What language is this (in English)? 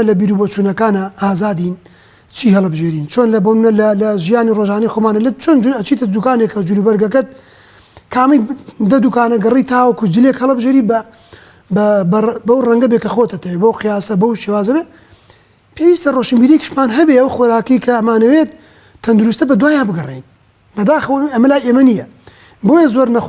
Central Kurdish